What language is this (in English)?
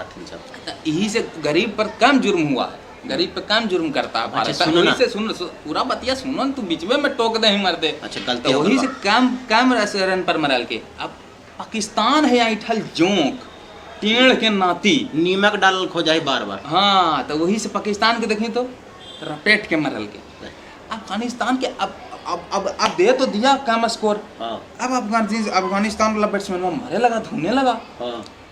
Magahi